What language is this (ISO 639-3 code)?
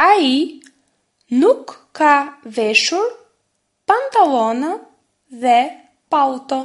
sqi